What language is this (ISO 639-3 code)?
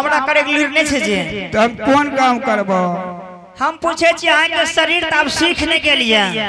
anp